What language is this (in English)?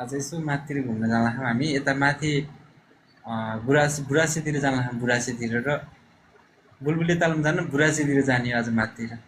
Nepali